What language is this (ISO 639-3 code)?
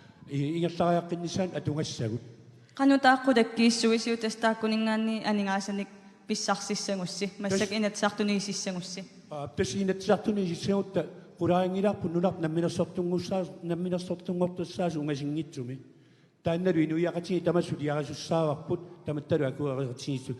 kal